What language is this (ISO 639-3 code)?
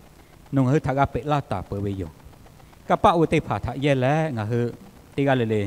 lhu